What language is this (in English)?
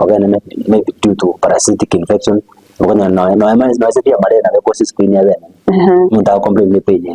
Gusii